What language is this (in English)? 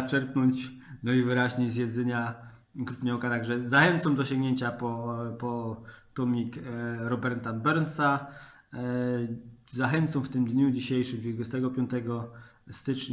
Silesian